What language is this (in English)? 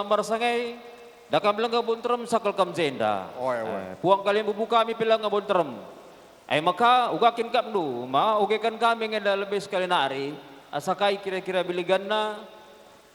Batak Karo